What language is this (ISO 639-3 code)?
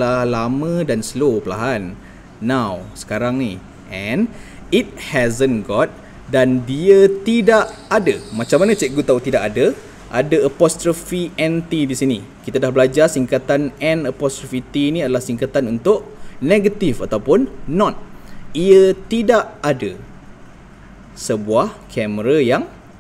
msa